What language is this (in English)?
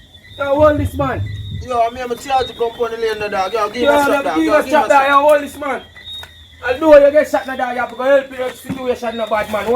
Jamaican Creole English